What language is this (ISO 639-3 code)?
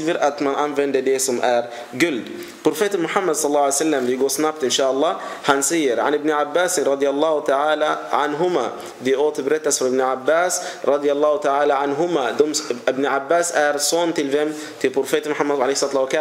swe